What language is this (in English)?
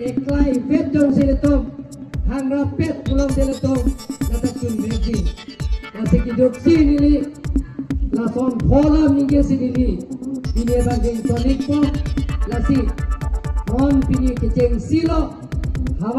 Karbi